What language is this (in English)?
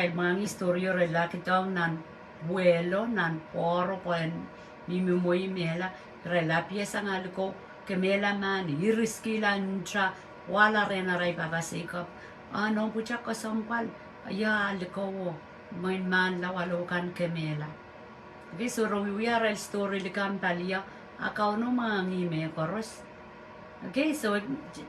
Pohnpeian